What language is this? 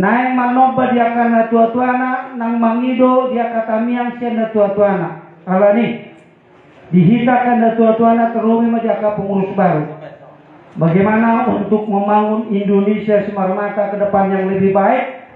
Batak Toba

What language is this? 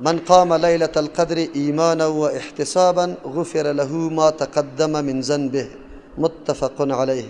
Persian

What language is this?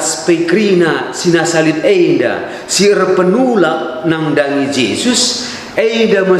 Batak Karo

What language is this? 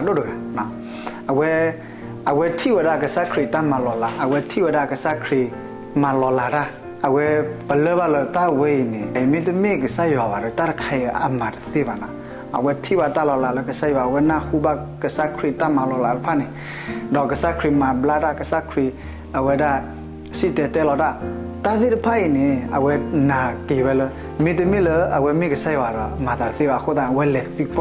S'gaw Karen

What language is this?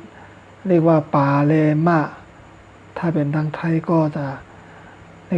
Shan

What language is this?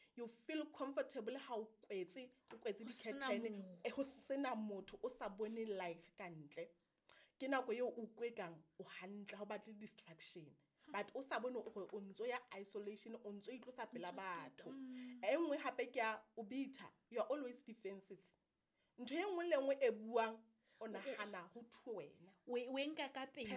Southern Sotho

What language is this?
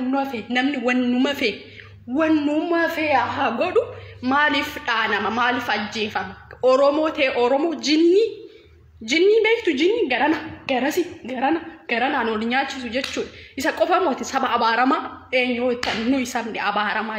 Oromo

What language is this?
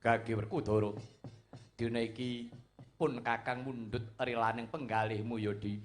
Javanese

